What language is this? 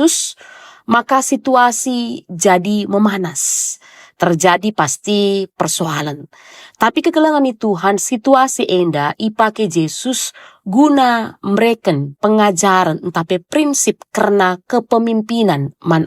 Batak Karo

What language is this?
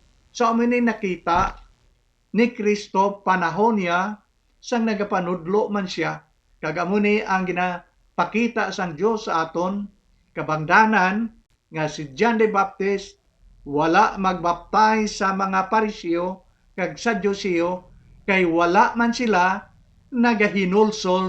Hiligaynon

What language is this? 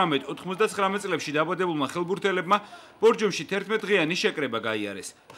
Georgian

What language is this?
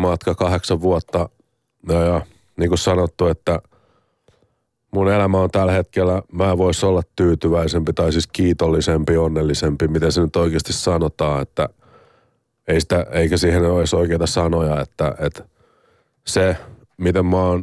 Finnish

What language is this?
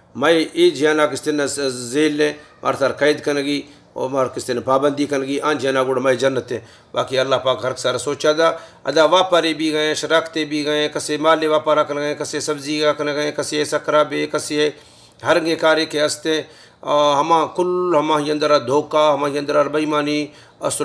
Baluchi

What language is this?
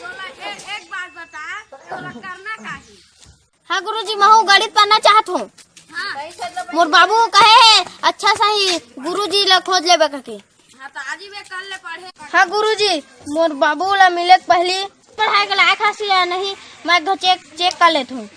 Chhattisgarhi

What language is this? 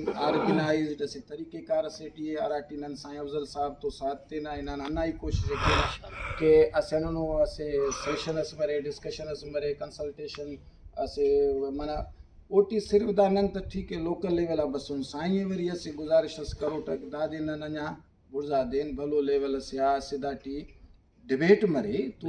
Brahui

